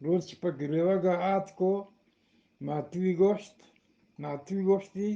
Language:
Eastern Balochi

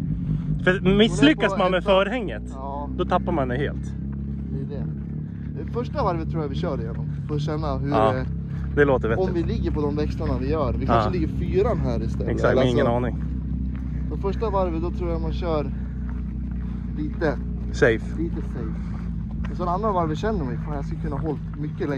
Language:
Swedish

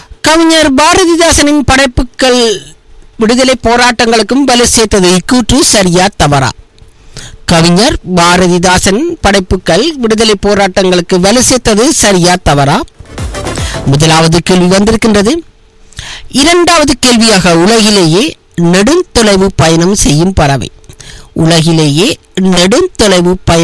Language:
Tamil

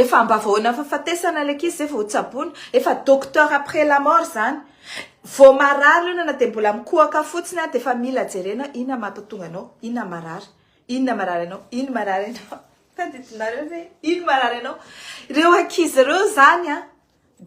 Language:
Malagasy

